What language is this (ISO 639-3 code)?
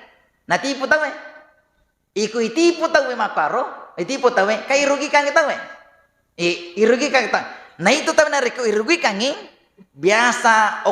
bug